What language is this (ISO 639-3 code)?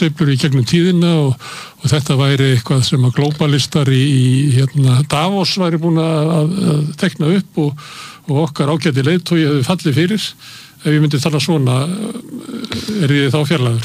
isl